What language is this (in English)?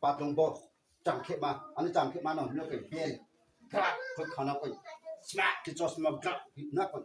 Riang (India)